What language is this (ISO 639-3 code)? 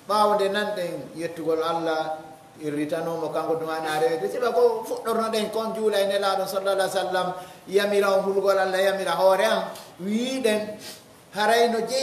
fuf